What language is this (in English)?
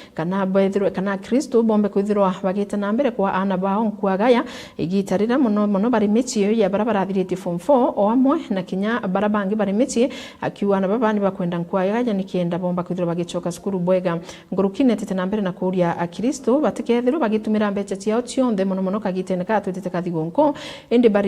Meru